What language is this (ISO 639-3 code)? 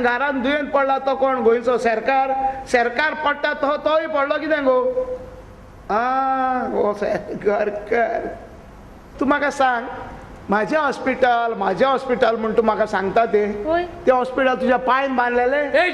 kok